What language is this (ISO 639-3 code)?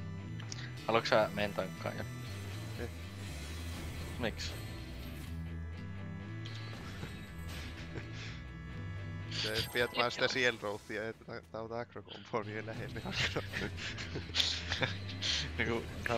fin